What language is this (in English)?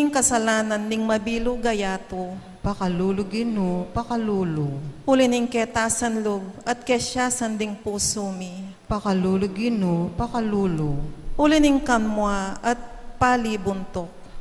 Pampanga